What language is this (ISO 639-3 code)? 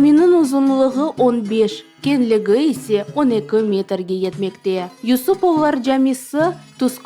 crh